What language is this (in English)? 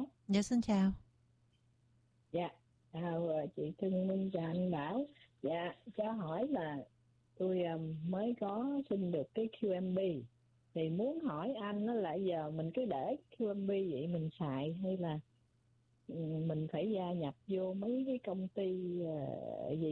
Vietnamese